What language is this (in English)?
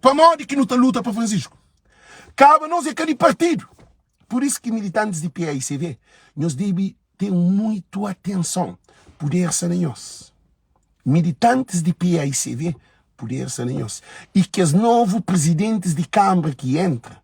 Kabuverdianu